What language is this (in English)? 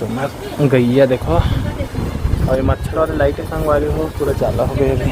Chhattisgarhi